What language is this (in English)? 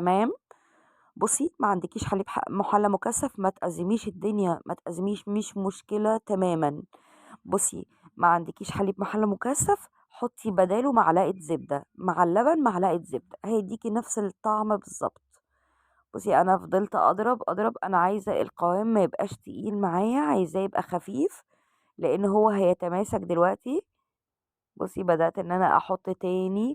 Egyptian Arabic